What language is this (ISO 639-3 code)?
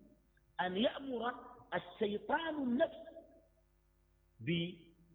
ara